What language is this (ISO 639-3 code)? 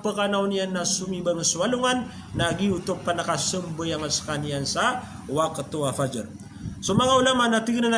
mrw